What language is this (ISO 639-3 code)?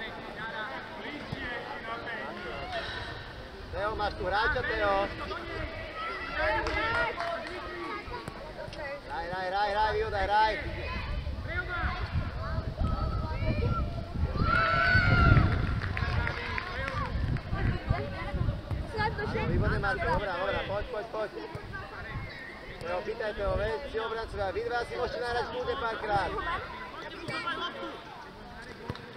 slk